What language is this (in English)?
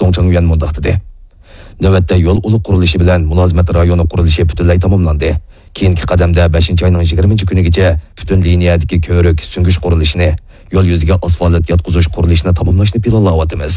Uyghur